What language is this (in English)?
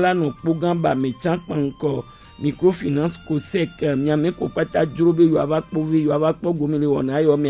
Gen